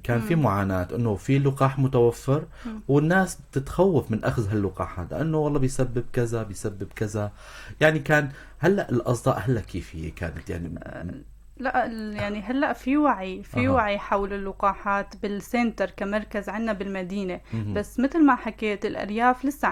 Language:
North Levantine Arabic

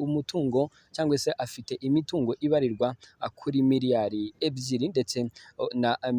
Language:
Kinyarwanda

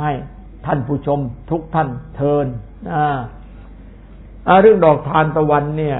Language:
Thai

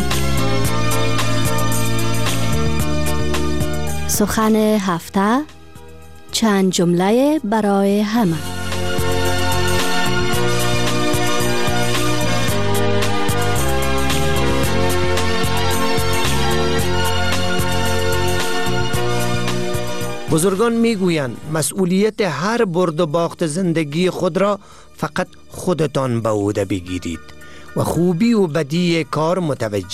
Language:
Persian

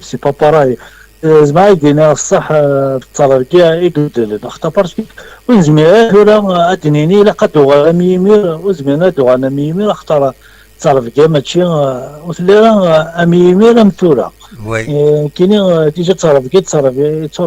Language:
Kabyle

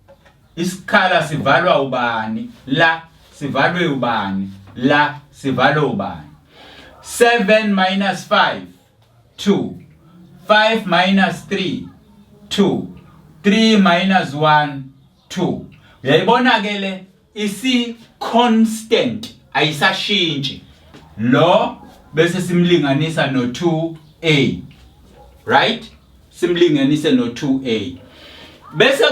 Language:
Zulu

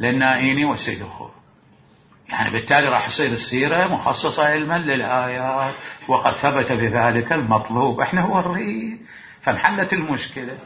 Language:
Mesopotamian Arabic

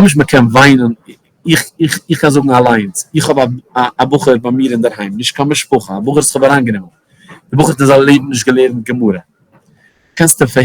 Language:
Yiddish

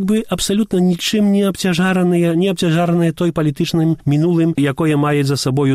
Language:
Belarusian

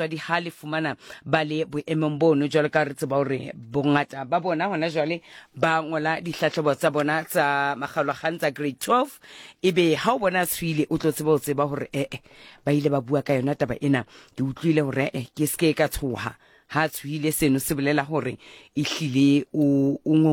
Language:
Southern Sotho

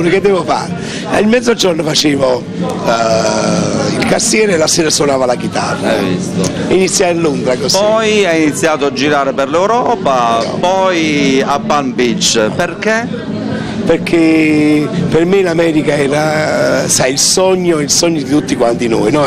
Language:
Italian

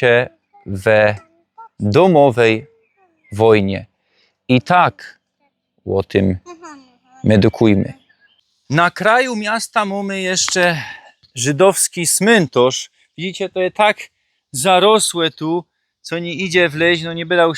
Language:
Silesian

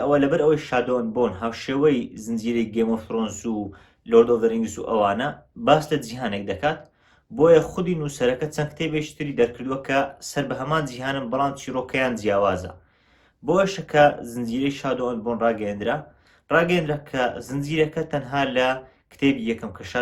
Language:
Central Kurdish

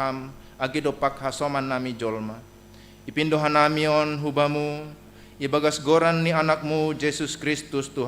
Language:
Batak Simalungun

